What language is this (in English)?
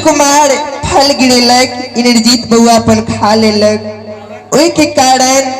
Maithili